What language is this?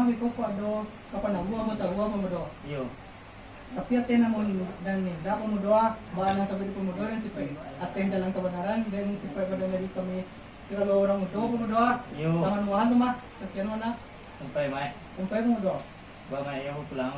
Minangkabau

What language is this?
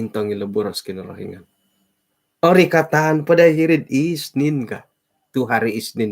Central Dusun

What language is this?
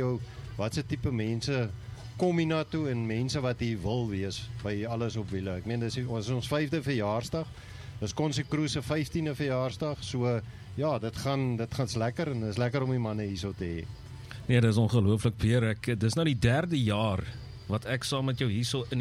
Afrikaans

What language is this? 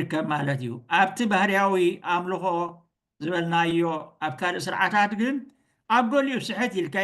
Tigrinya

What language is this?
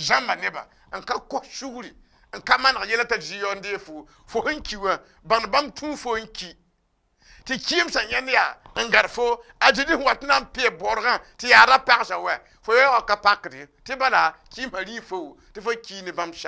Mossi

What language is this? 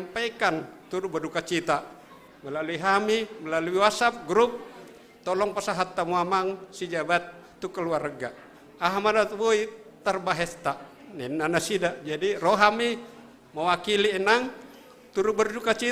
Batak Simalungun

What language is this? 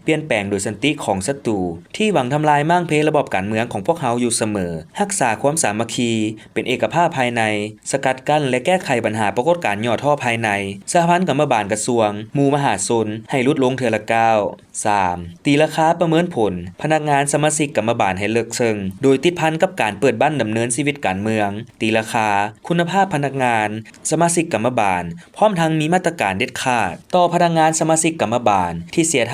Lao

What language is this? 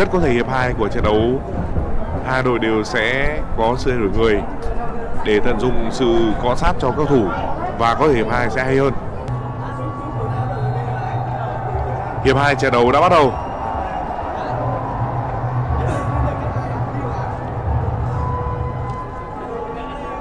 Vietnamese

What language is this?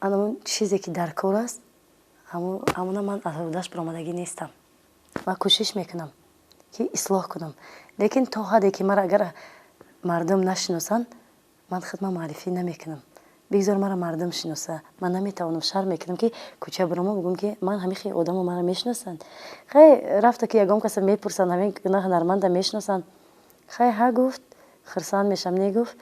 Tajik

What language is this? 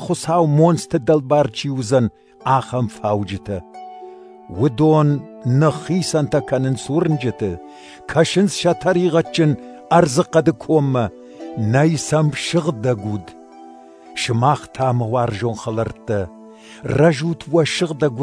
Ossetic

